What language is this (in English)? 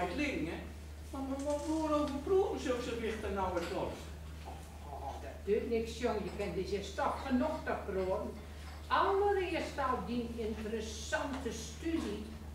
Gronings